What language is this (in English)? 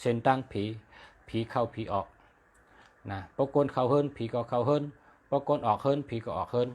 Shan